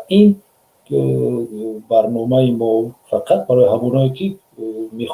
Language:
Tajik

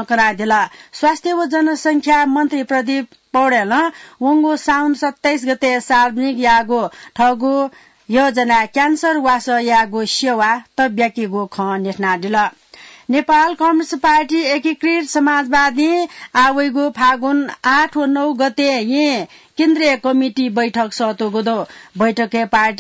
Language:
Newari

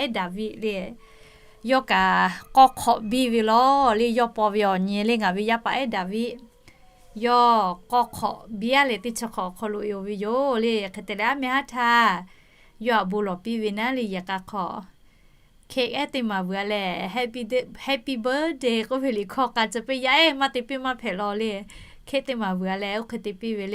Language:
Lahu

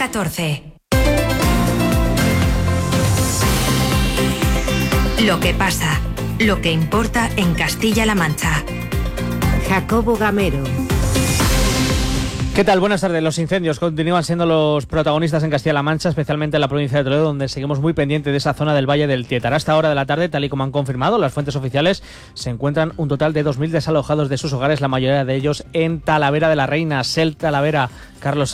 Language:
Spanish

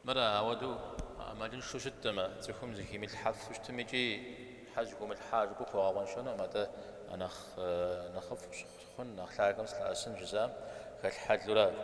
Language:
Kabardian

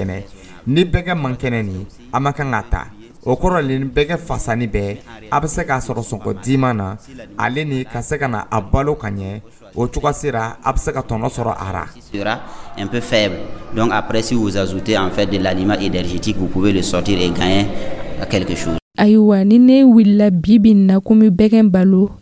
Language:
Dyula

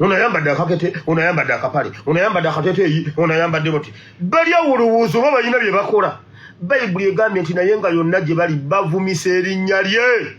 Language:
Ganda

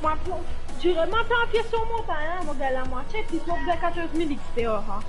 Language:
Morisyen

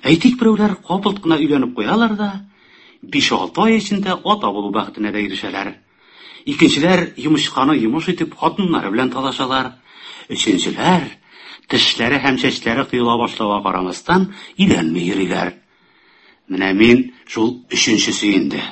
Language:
Tatar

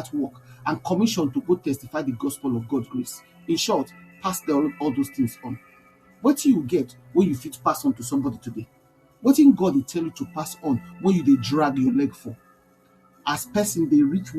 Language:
Nigerian Pidgin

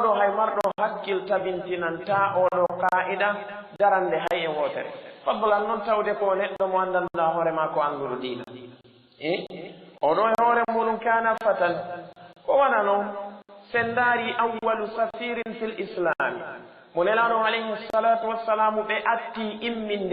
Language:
Fula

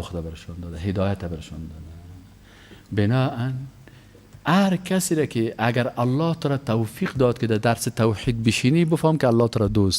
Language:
Persian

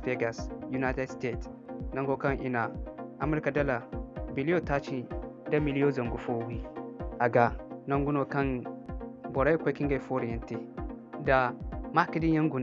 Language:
Zarma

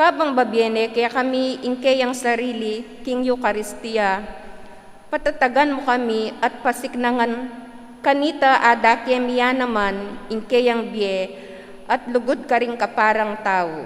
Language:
Pampanga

